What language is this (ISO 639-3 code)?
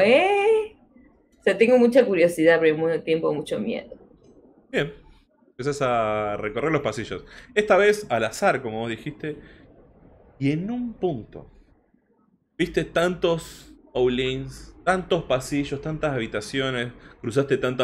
spa